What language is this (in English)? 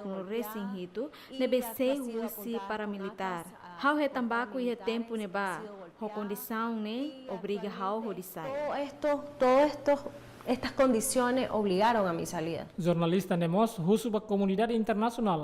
Tetum